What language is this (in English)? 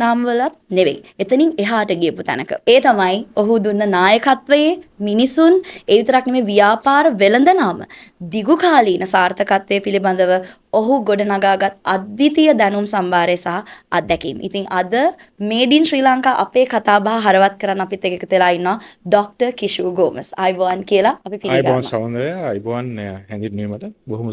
Sinhala